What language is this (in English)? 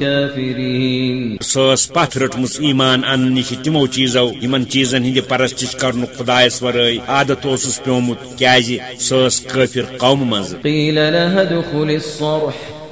Kashmiri